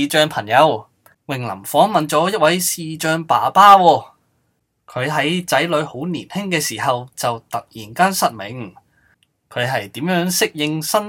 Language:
Cantonese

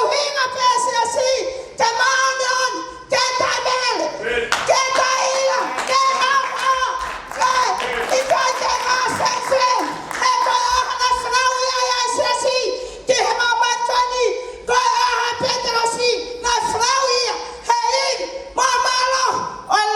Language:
Tongan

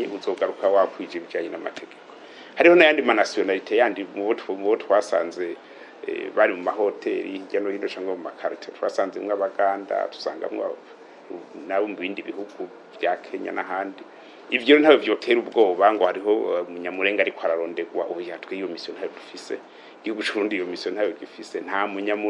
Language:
Rundi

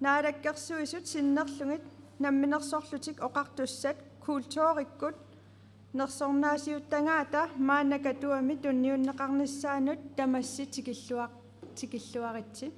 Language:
Kalaallisut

